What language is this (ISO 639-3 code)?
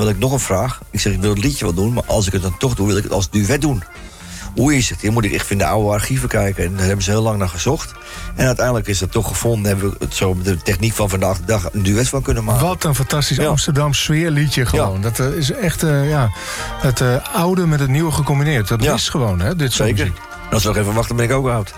nld